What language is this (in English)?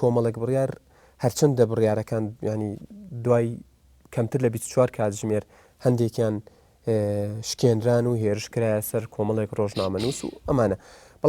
Central Kurdish